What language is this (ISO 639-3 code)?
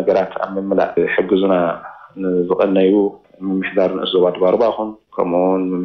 tir